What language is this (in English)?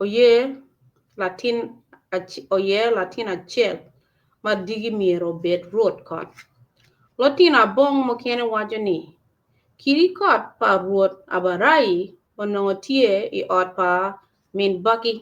Acoli